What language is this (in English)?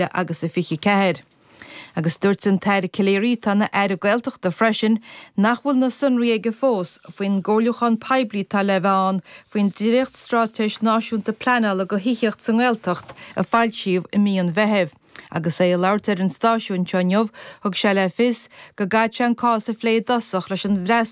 Irish